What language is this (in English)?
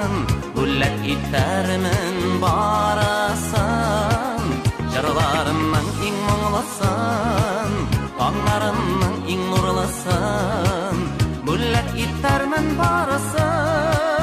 Tatar